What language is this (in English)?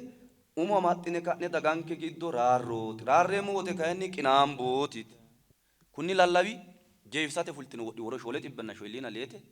Sidamo